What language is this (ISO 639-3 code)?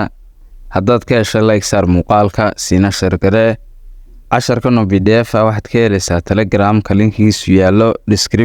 som